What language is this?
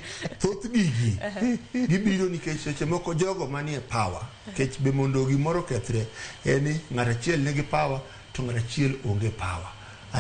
Luo (Kenya and Tanzania)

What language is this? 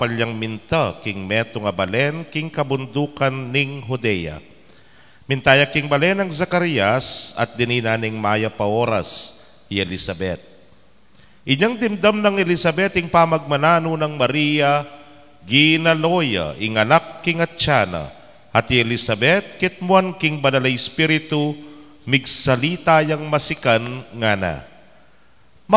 Pampanga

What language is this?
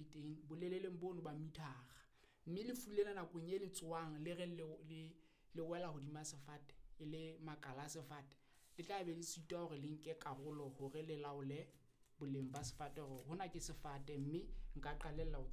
Southern Sotho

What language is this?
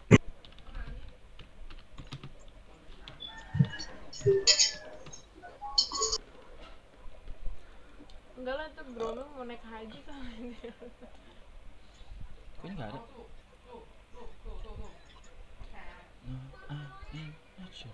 Indonesian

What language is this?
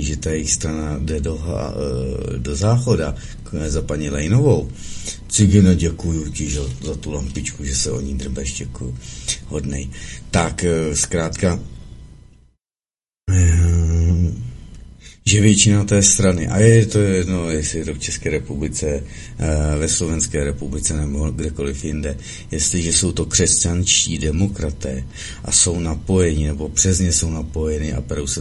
Czech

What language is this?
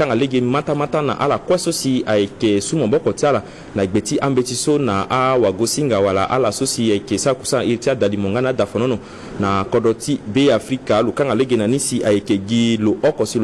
Sango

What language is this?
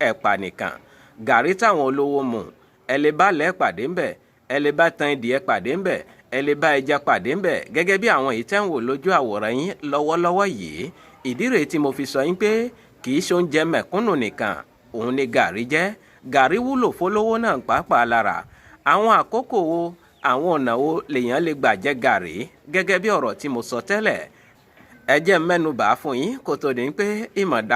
Yoruba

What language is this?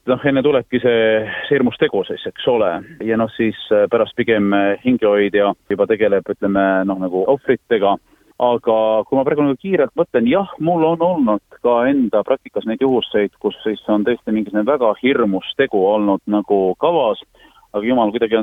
Estonian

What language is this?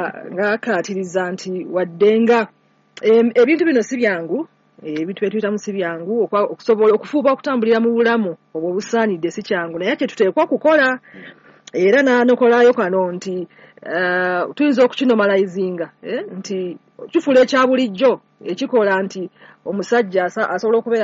Ganda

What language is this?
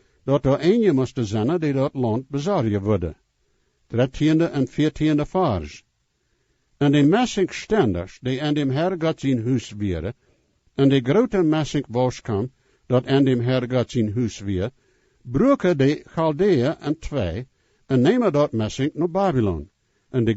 Plautdietsch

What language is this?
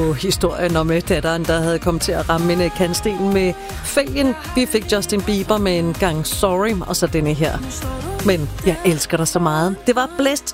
Danish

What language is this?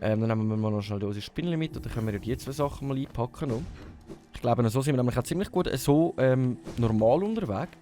Swiss German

